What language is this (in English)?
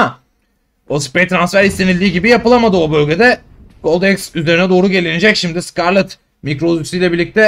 Turkish